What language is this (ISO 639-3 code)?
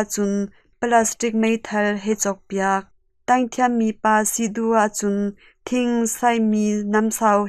cnh